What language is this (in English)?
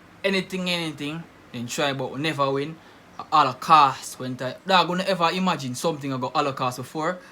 Jamaican Creole English